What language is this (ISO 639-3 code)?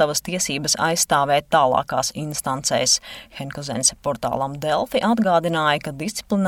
lav